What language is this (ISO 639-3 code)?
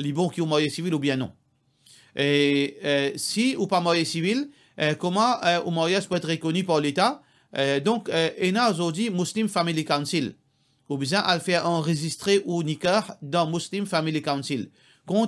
mfe